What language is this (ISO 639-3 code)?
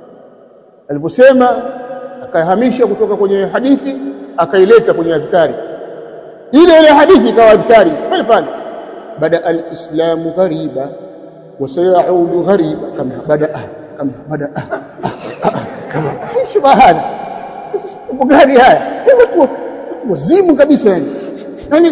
swa